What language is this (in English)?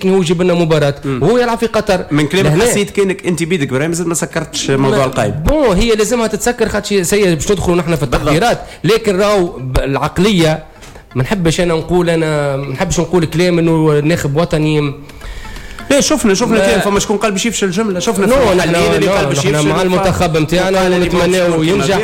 Tunisian Arabic